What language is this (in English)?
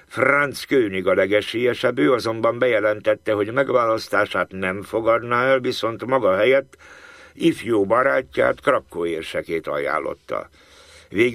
Hungarian